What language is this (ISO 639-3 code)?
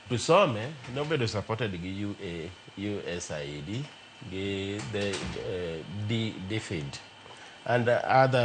luo